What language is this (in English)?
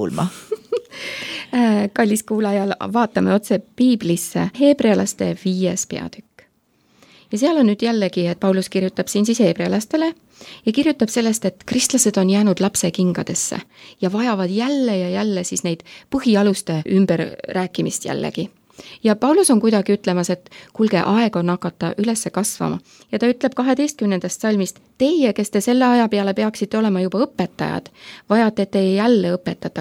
Estonian